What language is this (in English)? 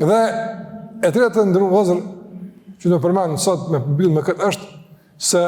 Albanian